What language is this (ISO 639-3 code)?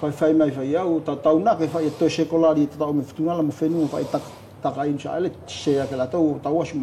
smo